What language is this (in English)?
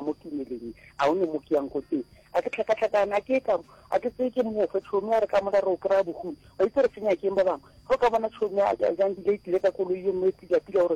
Northern Sotho